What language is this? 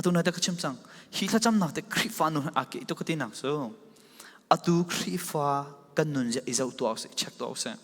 Falam Chin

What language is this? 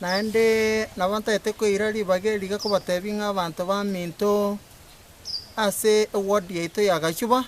Gusii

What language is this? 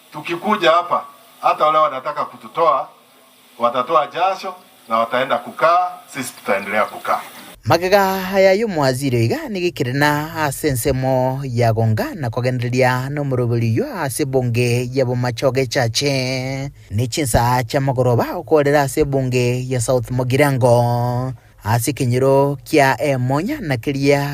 Gusii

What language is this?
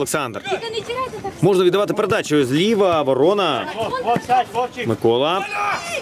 Ukrainian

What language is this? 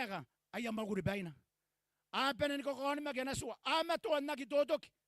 Gilbertese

